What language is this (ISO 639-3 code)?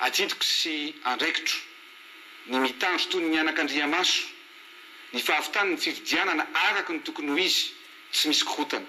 mlg